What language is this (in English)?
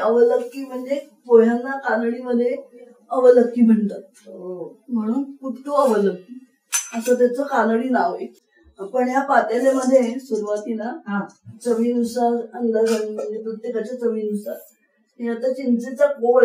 Marathi